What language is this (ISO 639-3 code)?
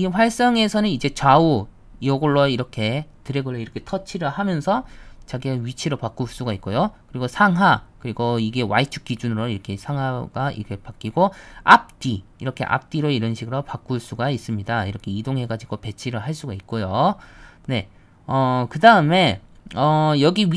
kor